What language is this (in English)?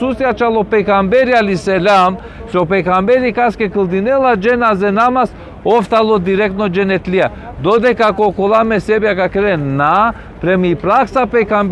Balkan Romani